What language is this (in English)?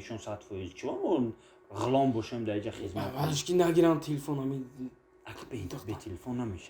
Tajik